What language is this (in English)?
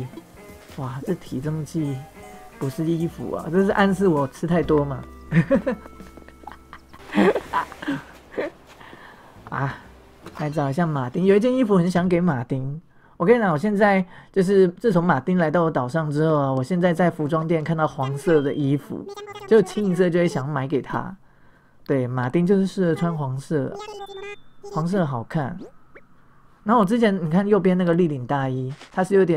Chinese